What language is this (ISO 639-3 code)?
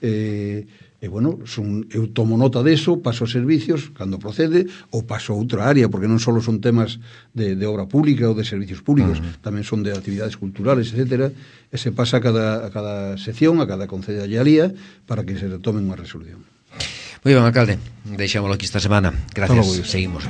glg